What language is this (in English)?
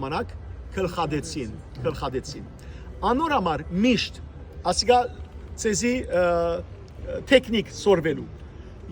Western Armenian